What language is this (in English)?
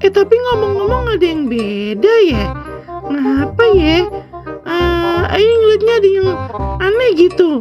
Betawi